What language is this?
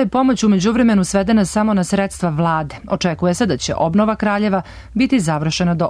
Serbian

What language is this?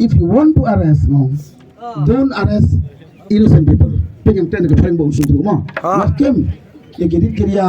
Khasi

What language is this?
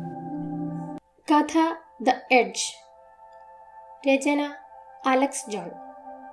Malayalam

